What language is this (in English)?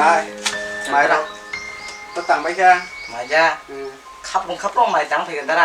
Kok Borok